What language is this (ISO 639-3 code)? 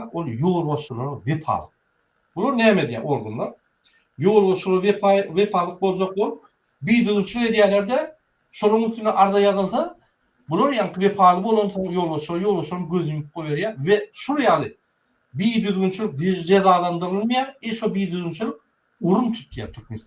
tuk